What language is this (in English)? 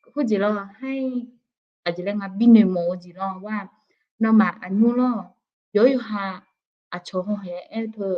Akha